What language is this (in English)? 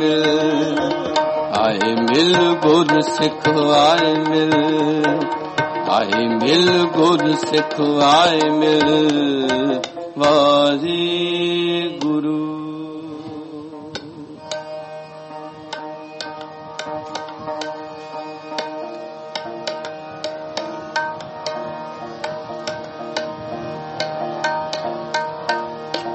Punjabi